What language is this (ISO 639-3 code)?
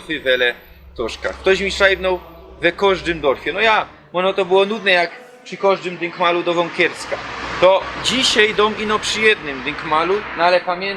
szl